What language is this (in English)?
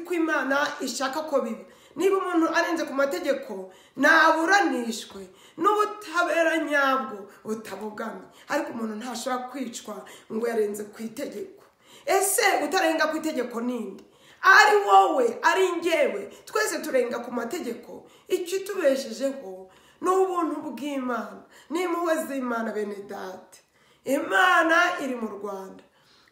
Kinyarwanda